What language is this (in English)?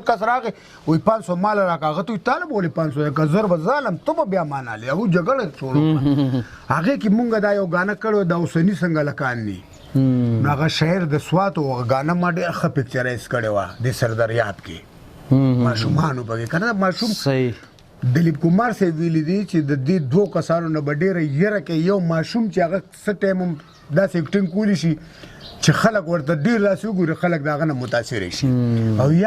Pashto